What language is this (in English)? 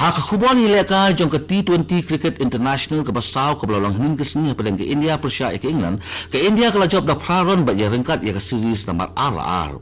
Khasi